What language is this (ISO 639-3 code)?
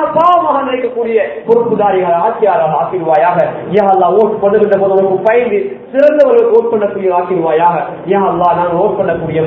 tam